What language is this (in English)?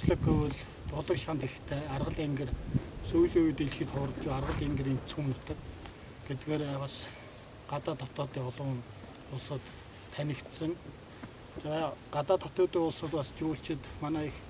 Mongolian